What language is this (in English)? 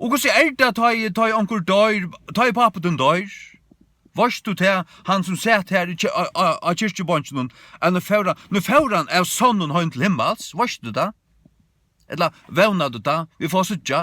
Faroese